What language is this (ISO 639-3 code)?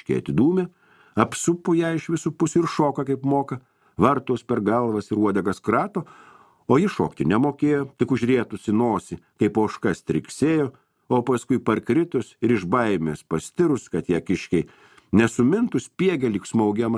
lit